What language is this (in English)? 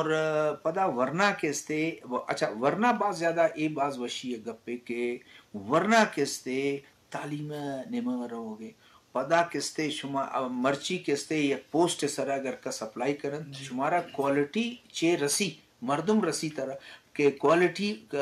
Eastern Balochi